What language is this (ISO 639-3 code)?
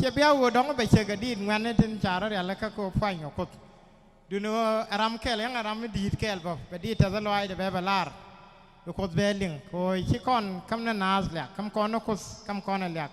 nus